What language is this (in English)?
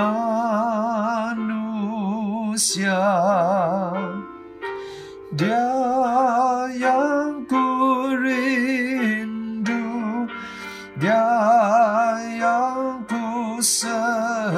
Malay